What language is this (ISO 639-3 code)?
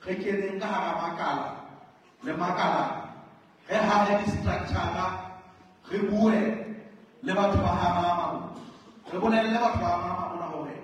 sot